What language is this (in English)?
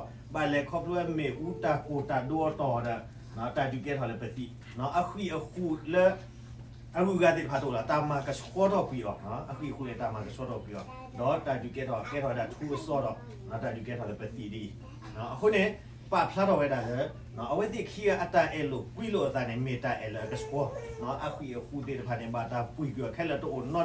S'gaw Karen